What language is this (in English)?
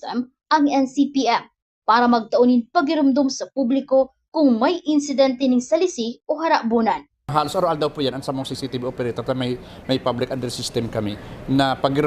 Bikol